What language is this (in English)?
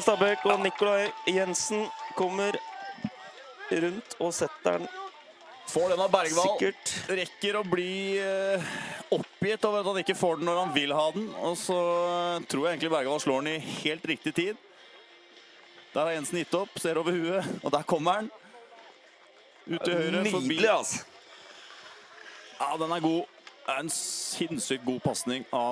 Norwegian